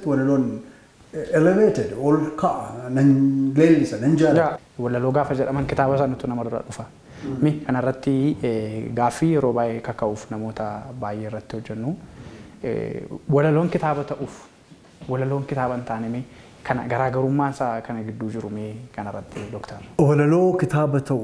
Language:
Oromo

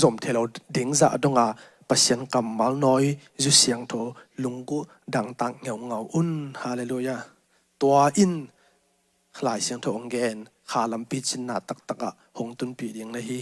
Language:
Tedim Chin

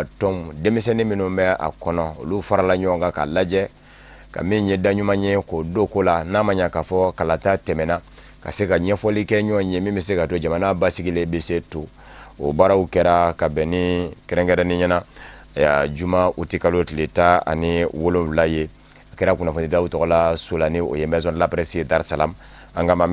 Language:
Bambara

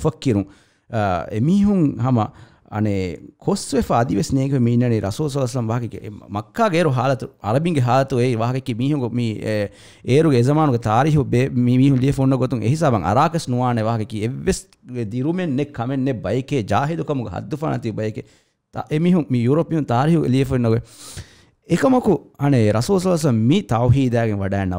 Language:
Divehi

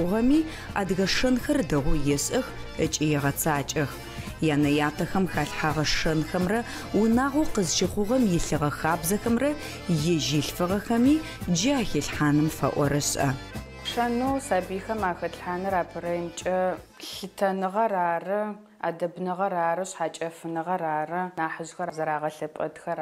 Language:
Adyghe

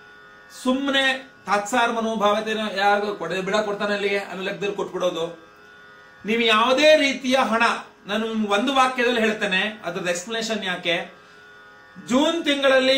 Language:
Kannada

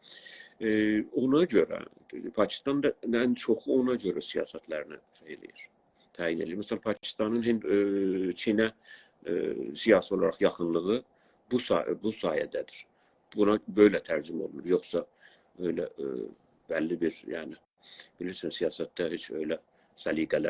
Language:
South Azerbaijani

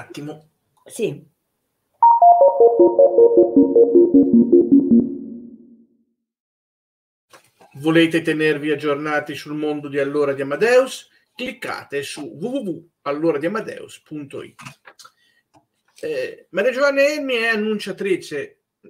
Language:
Italian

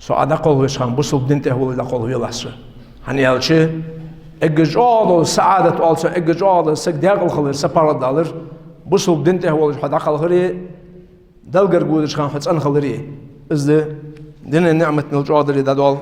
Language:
Ingush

